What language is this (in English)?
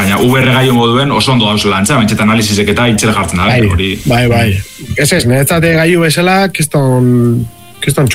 Basque